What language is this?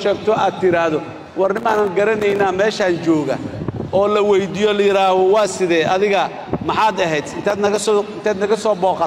Somali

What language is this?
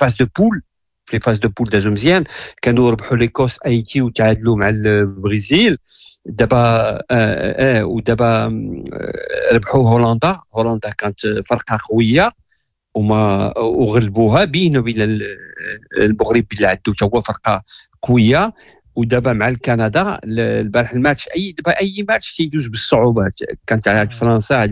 Moroccan Arabic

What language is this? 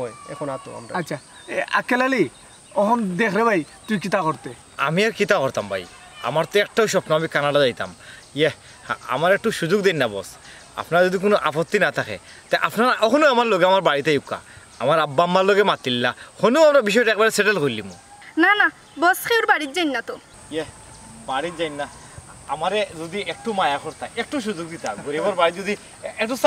Sylheti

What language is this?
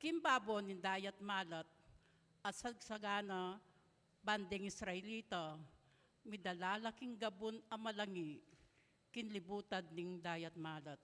Pampanga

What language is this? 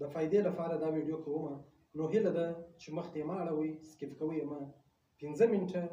Pashto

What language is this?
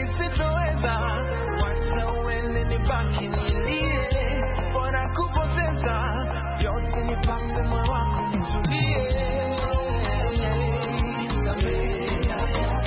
Swahili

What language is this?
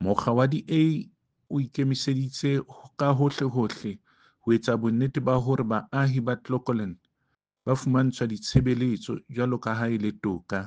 Southern Sotho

